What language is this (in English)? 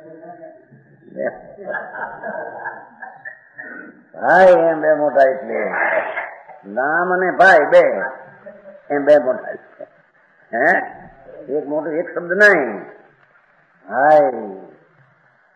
Gujarati